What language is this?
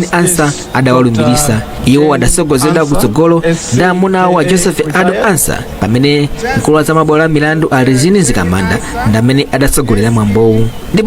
Nyanja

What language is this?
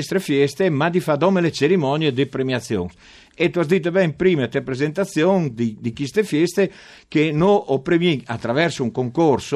Friulian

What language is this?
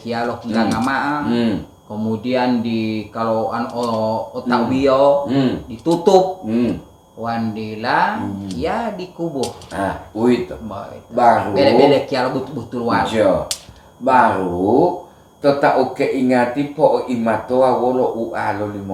Gorontalo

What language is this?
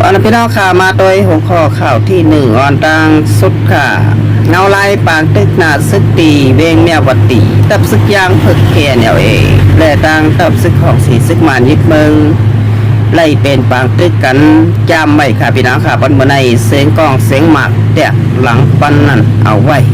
Shan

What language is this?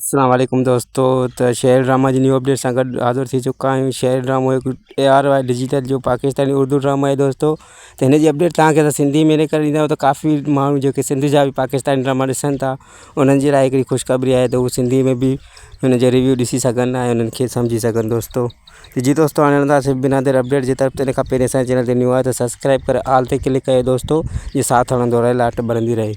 Sindhi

